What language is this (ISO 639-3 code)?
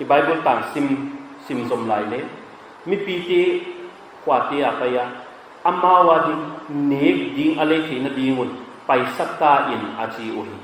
pck